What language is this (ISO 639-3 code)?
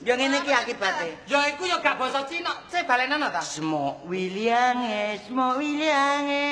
jav